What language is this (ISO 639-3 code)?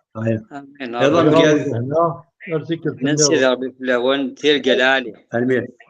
kab